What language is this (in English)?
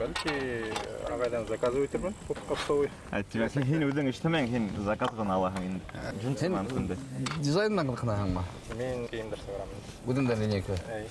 Bashkir